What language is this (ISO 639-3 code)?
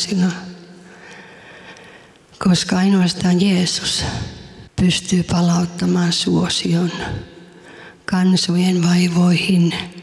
fin